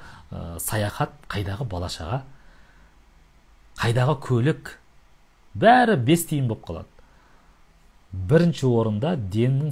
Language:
Kazakh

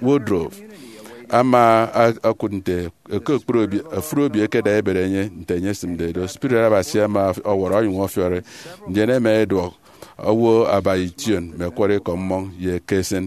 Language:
Efik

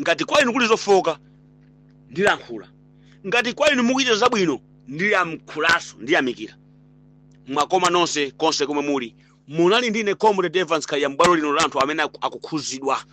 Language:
Nyanja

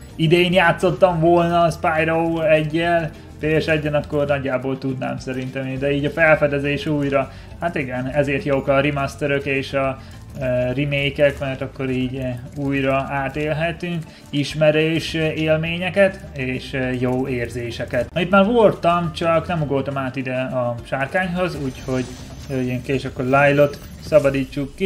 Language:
Hungarian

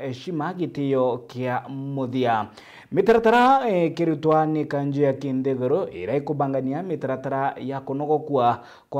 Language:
Meru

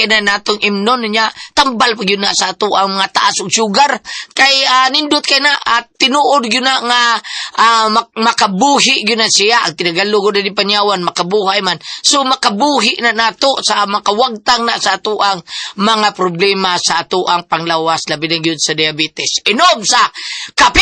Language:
Cebuano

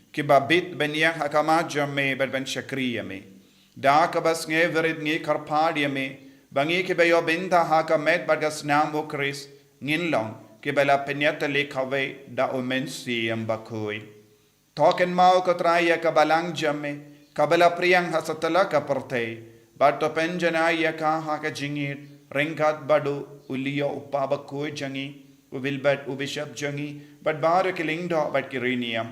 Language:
Khasi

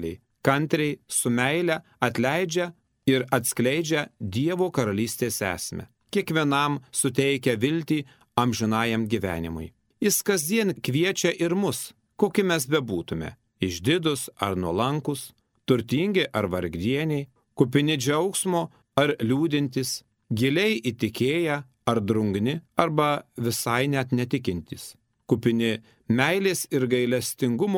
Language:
Lithuanian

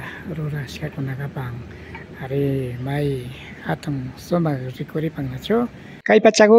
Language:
Imbabura Highland Quichua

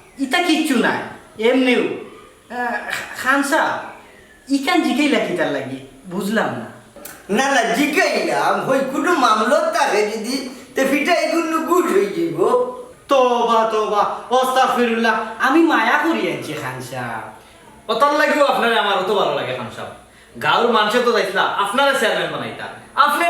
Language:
Sylheti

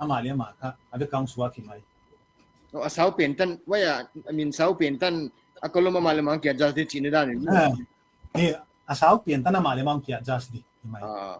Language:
Paite Chin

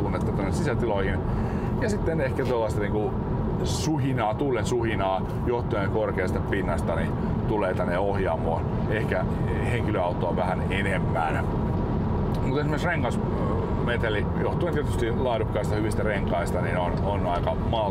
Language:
Finnish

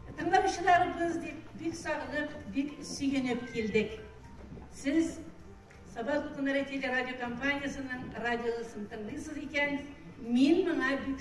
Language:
Tatar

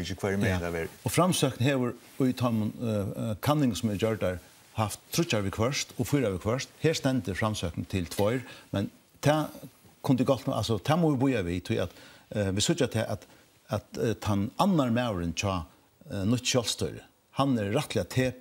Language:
Faroese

